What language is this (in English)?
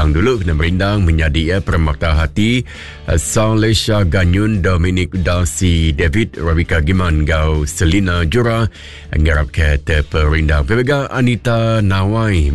Iban